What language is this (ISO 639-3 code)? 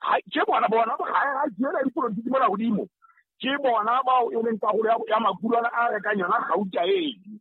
sot